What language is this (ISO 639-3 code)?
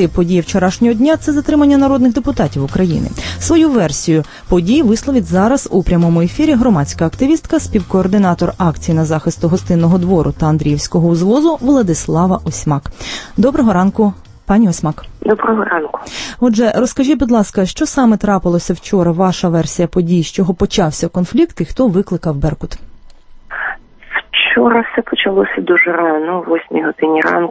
ukr